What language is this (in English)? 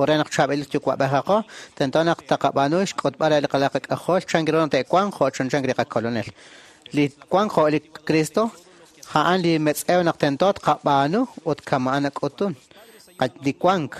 Kekchí